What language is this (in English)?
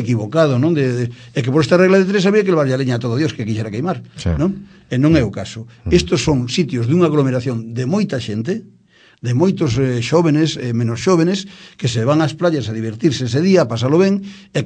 Galician